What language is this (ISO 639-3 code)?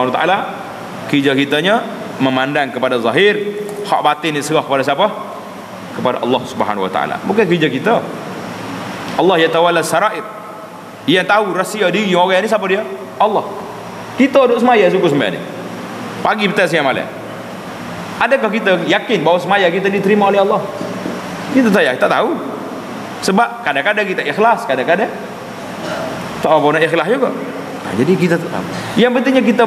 msa